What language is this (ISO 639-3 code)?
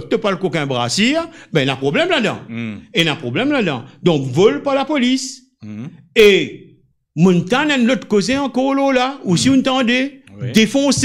mfe